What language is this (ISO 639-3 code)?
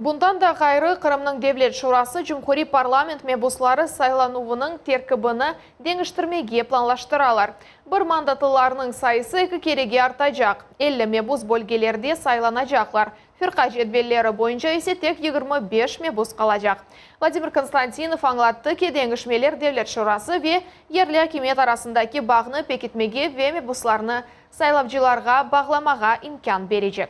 crh